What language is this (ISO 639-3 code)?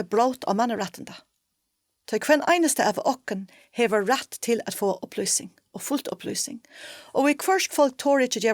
fao